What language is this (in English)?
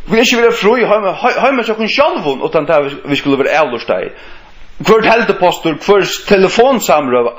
Faroese